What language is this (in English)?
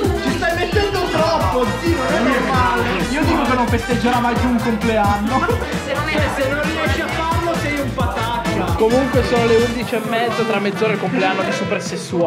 Italian